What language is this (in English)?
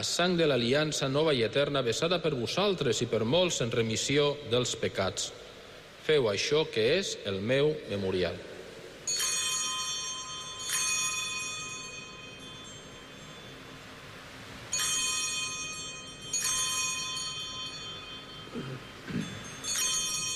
Catalan